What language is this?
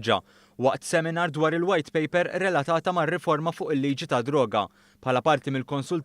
Maltese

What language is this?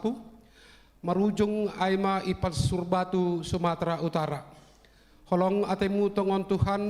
Batak Simalungun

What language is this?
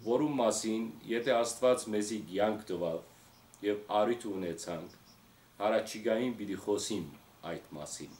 Western Armenian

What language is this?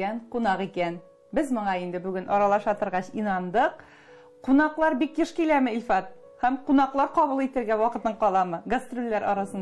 Tatar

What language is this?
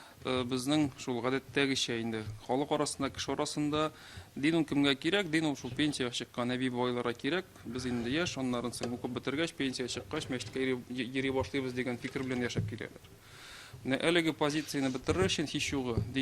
Tatar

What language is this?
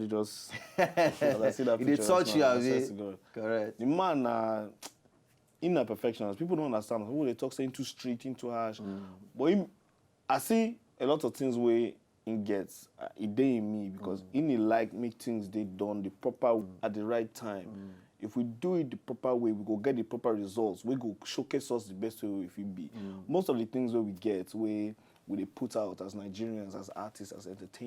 Nigerian Pidgin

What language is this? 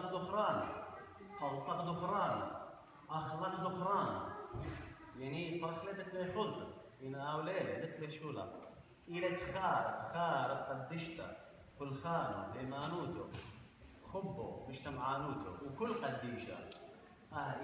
Assyrian Neo-Aramaic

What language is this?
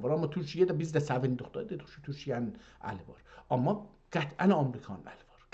South Azerbaijani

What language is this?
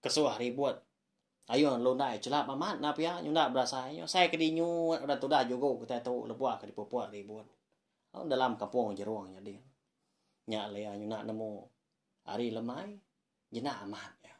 Iban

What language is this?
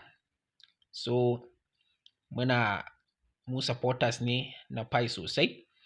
Hausa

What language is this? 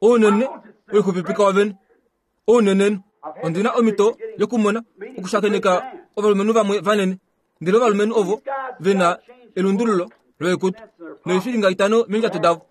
Kuanyama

